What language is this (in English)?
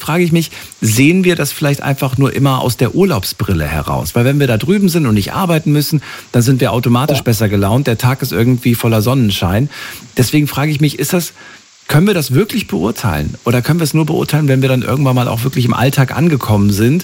German